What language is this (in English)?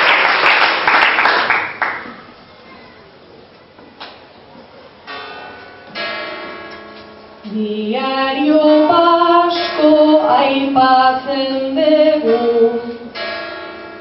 Basque